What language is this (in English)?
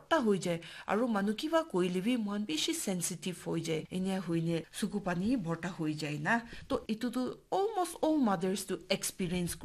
Naga Pidgin